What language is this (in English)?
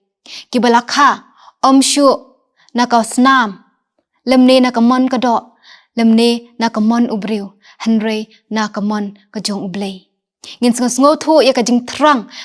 Khasi